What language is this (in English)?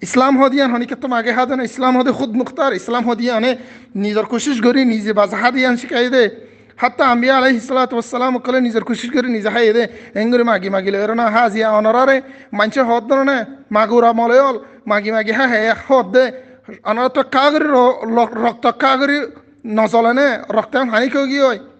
Rohingya